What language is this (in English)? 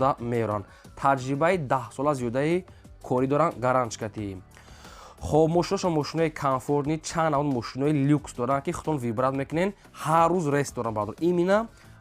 Tajik